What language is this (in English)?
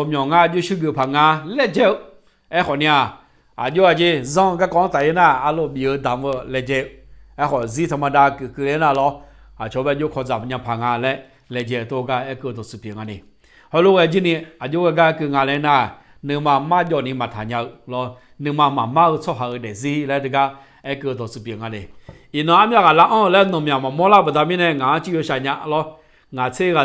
Akha